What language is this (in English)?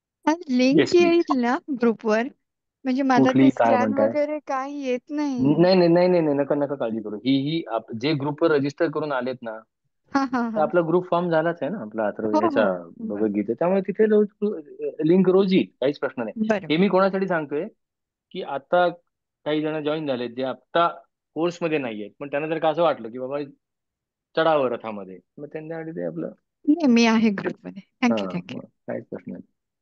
Marathi